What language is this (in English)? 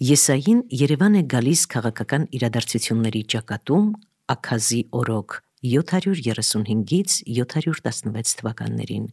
Armenian